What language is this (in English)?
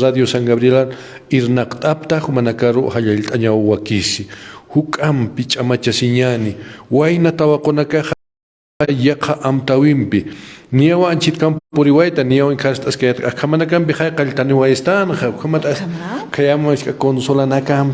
Aymara